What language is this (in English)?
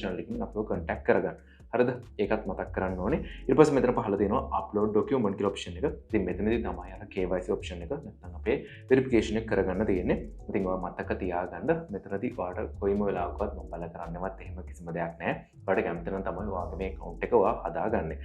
Sinhala